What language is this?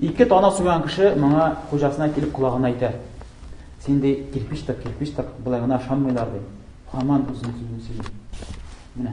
Tatar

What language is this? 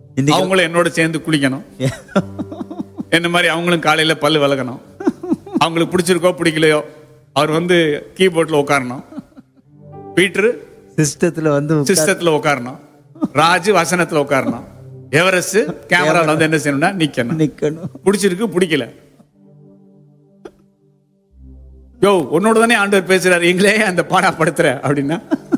Tamil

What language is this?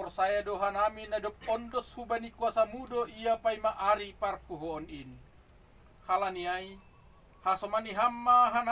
Batak Simalungun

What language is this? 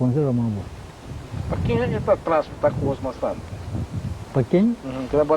Papiamento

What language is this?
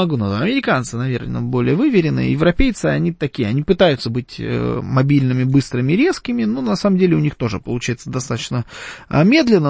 Russian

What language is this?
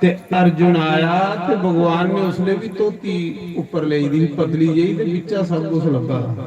Dogri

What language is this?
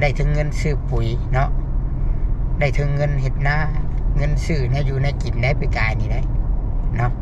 Lao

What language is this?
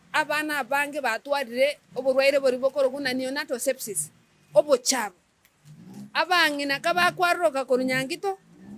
Gusii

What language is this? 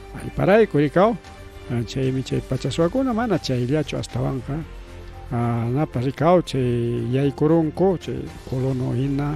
Ayacucho Quechua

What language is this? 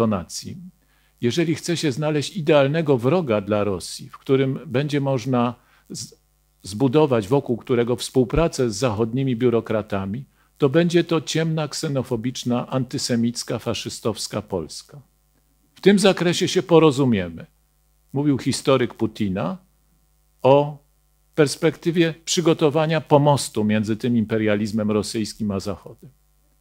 Polish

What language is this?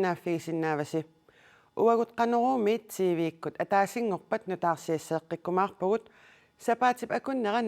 Kalaallisut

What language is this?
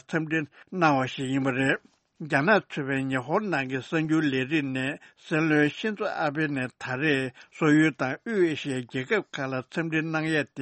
Tibetan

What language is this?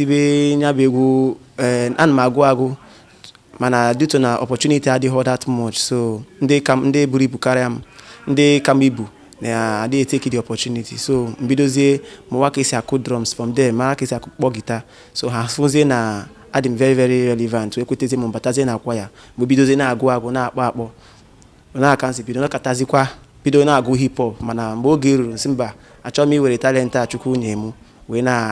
Igbo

